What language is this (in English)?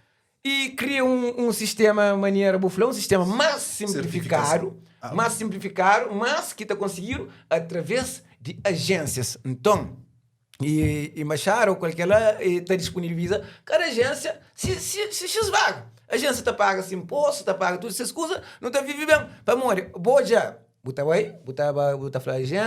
Kabuverdianu